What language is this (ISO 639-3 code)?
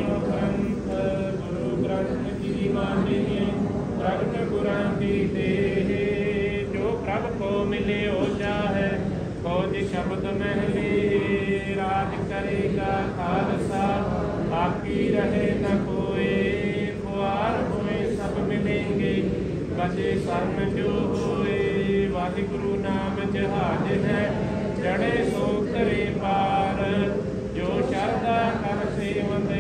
pan